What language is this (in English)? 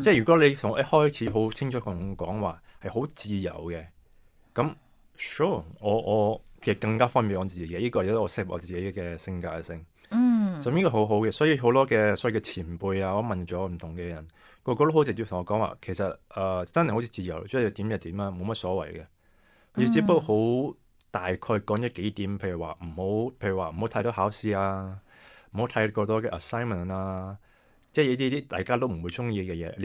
Cantonese